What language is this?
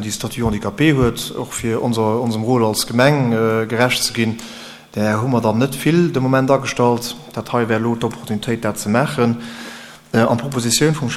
Luxembourgish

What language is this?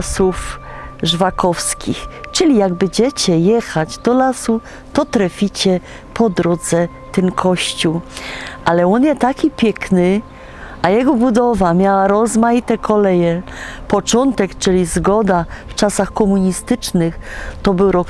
Silesian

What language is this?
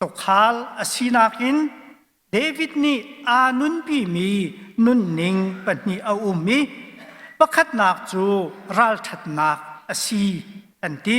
Hakha Chin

